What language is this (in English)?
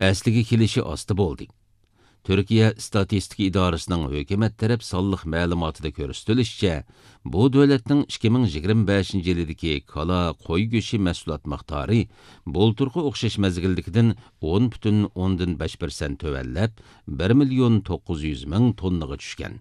Uyghur